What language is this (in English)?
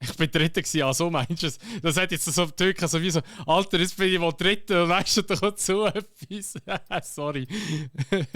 Swiss German